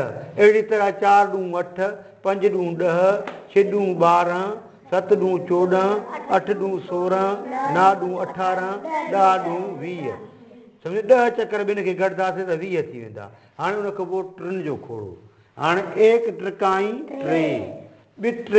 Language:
Sindhi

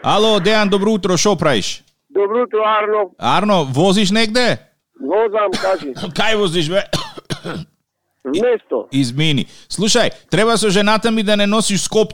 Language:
Macedonian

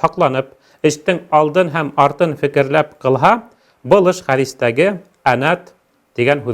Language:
Bashkir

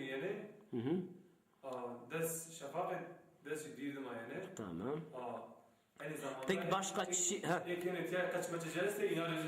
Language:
Zaza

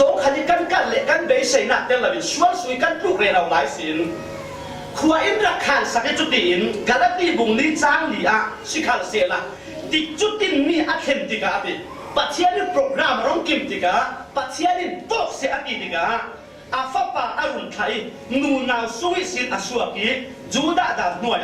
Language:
Falam Chin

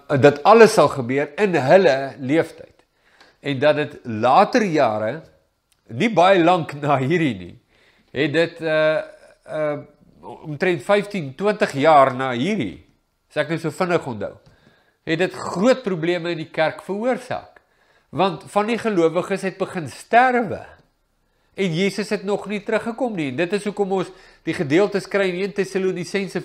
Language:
Afrikaans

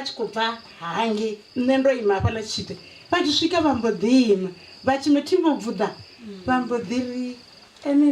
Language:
Venda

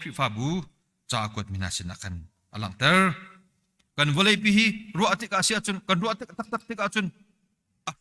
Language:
Hakha Chin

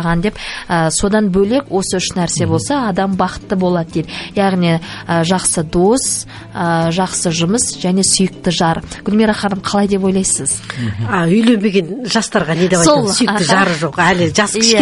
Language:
Kazakh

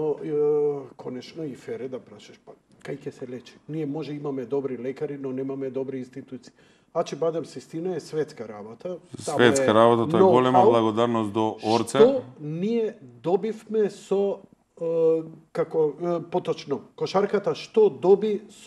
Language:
Macedonian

